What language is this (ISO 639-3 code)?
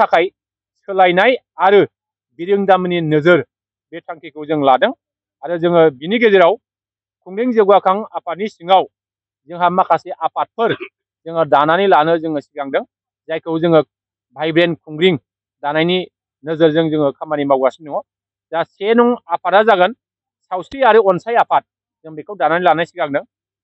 brx